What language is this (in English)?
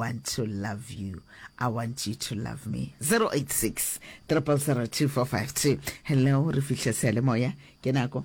Northern Sotho